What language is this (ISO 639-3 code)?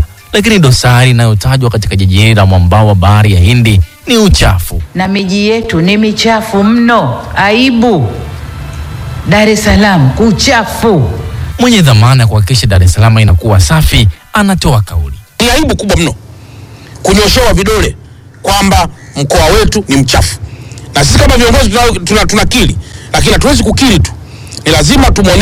swa